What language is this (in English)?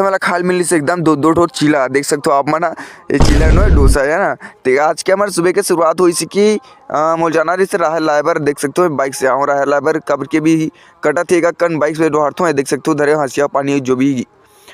Chhattisgarhi